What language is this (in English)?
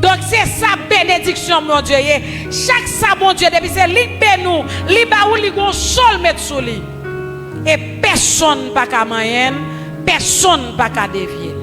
Haitian Creole